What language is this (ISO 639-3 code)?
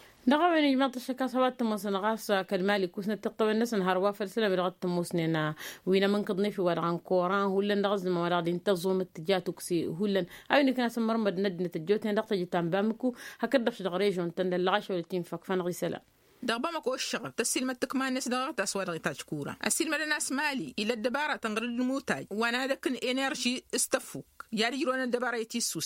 taq